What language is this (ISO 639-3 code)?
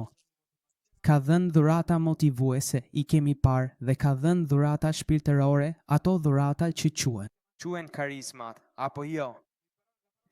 sqi